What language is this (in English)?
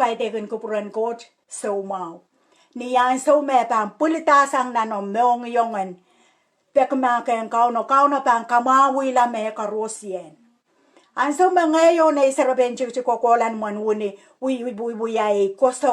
Pohnpeian